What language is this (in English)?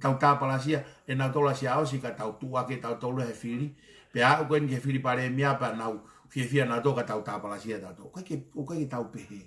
Tongan